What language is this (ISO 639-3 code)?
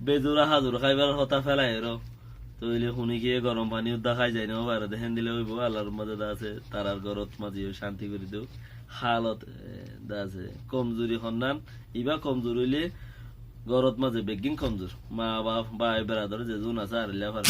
rhg